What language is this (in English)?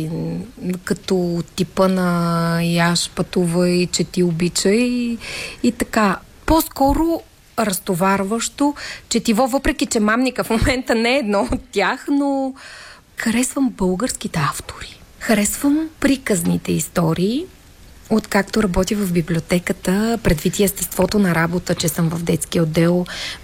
Bulgarian